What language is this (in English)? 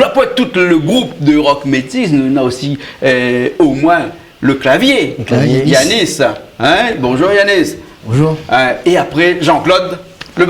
Réunion Creole French